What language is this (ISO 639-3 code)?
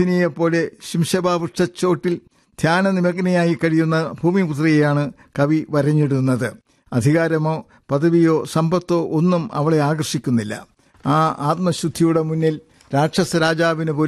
mal